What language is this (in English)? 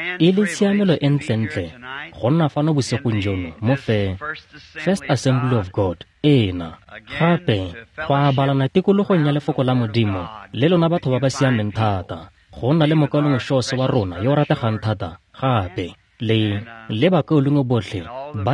Tswana